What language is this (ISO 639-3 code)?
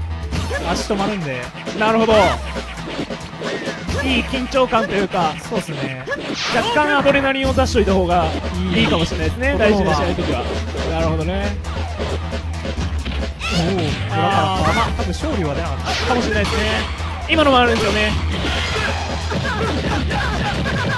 jpn